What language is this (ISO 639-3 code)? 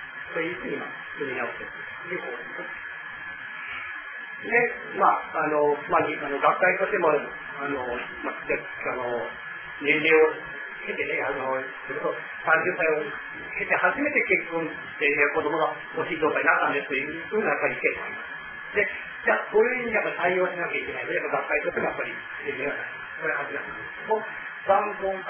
jpn